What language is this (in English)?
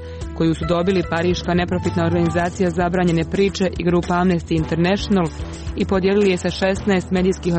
Croatian